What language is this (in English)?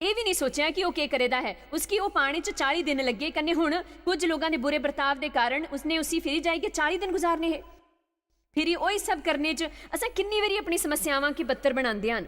Dogri